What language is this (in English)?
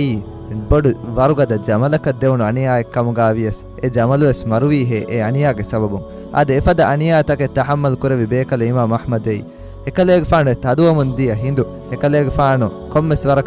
Divehi